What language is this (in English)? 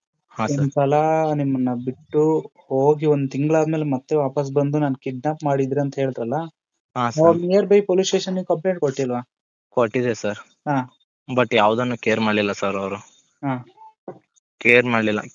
Kannada